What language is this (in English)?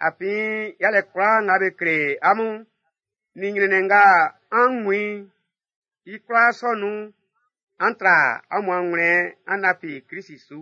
Baoulé